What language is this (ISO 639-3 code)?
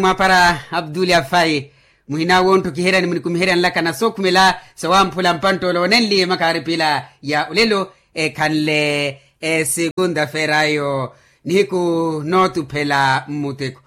vmw